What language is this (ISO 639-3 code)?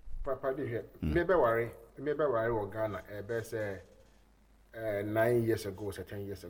aka